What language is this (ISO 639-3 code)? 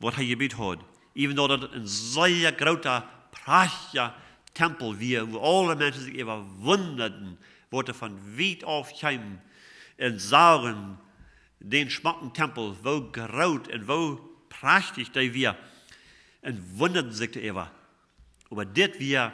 pdt